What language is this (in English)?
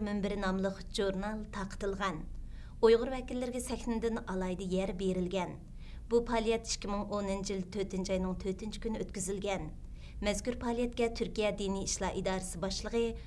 Uyghur